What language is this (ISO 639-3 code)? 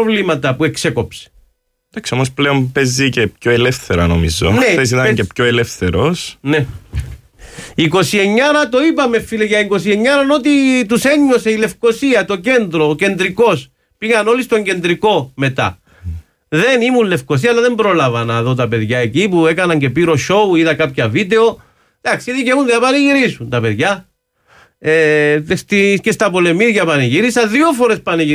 ell